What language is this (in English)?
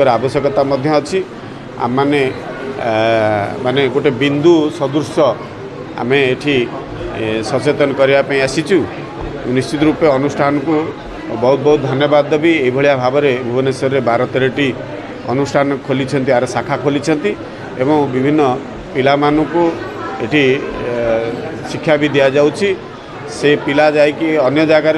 Odia